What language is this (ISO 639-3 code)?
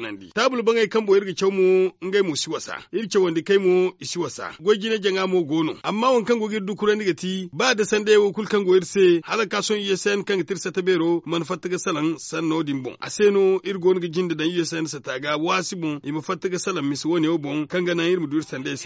dje